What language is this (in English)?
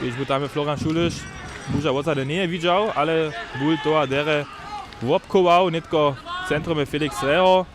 Upper Sorbian